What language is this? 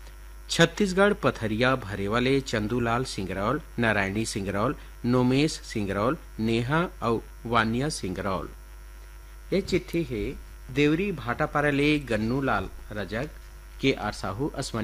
Chhattisgarhi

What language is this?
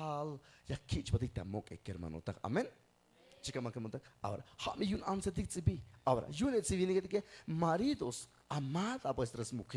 Tzeltal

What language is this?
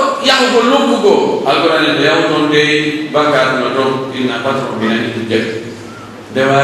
Pular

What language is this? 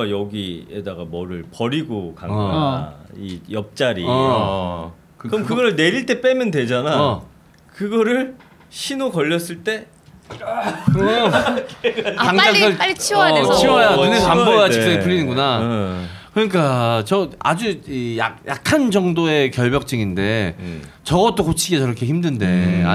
Korean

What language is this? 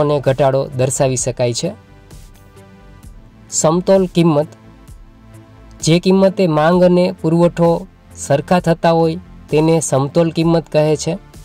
Gujarati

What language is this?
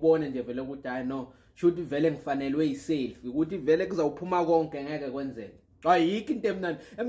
Zulu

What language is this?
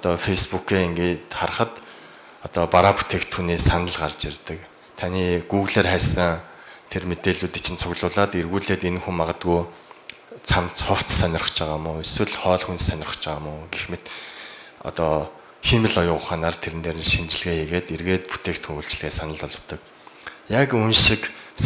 Mongolian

